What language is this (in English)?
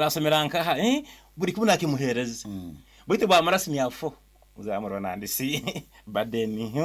Nyoro